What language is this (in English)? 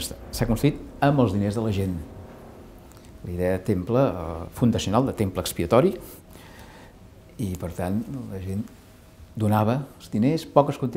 Catalan